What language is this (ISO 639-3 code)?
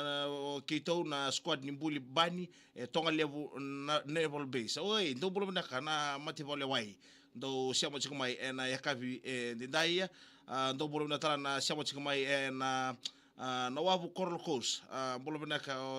fij